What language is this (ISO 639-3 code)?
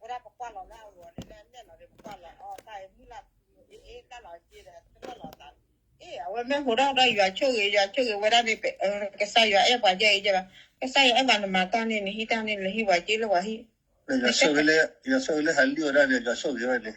ksw